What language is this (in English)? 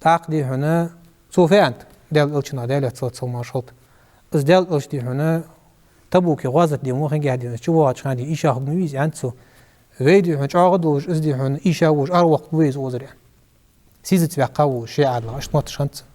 Ingush